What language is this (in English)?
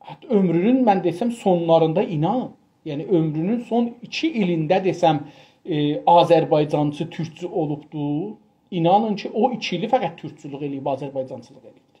South Azerbaijani